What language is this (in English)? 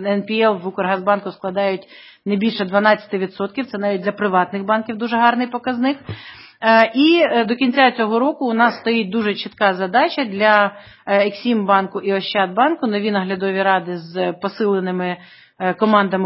Ukrainian